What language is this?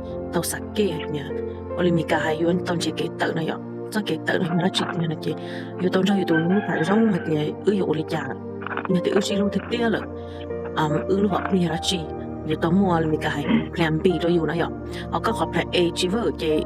Hmong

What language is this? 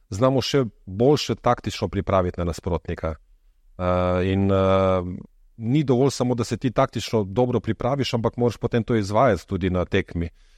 Slovenian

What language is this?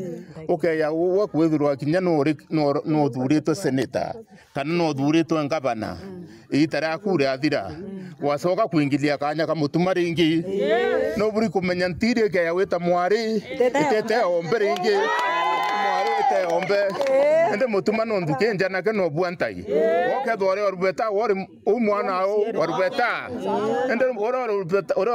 Meru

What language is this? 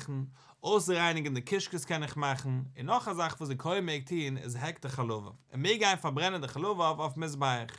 Yiddish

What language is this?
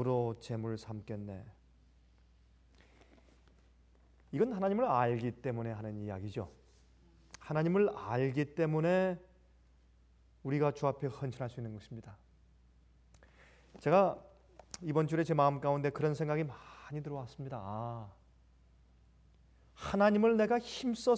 Korean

